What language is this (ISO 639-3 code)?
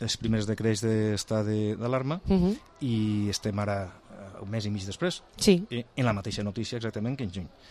cat